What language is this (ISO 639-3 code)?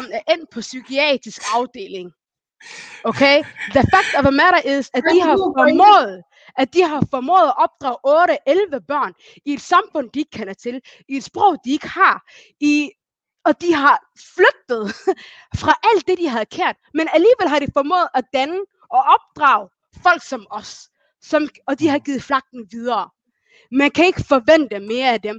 dan